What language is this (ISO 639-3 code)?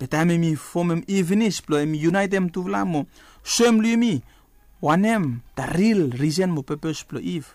bis